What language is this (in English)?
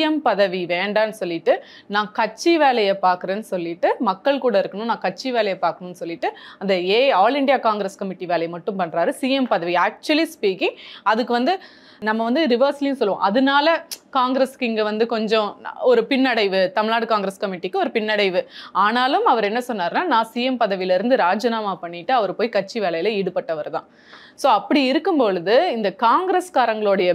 Tamil